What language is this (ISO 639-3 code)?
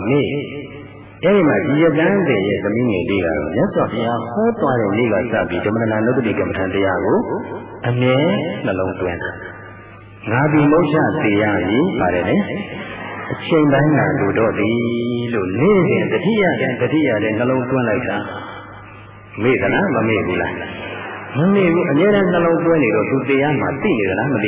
mya